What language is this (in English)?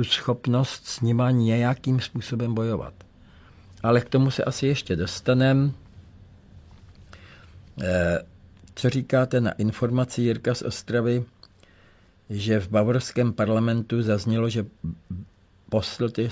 Czech